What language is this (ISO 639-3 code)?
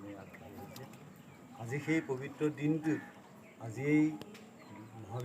asm